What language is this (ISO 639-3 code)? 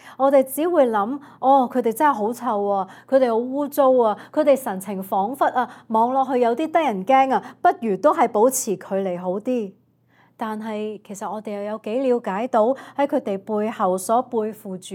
yue